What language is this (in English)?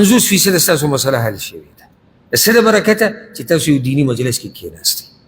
Pashto